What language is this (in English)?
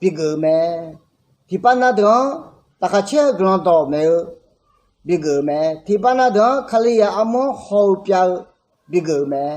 Akha